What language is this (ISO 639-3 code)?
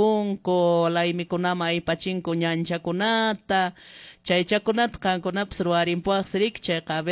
que